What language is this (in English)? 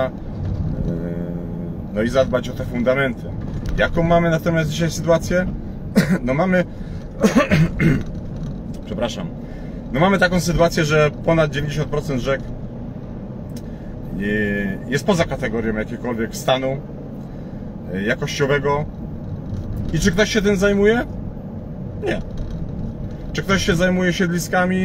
Polish